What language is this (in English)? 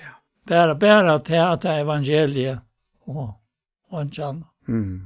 Faroese